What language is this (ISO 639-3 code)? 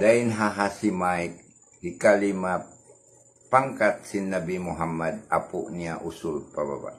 tsg